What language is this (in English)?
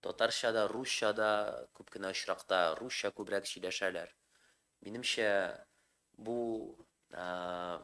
Tatar